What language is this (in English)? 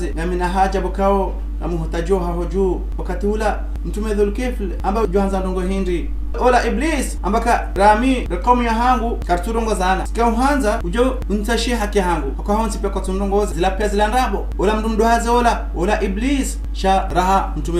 Ngazidja Comorian